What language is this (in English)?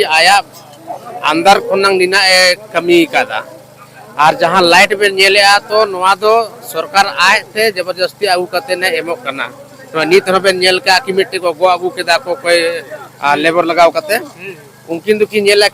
Santali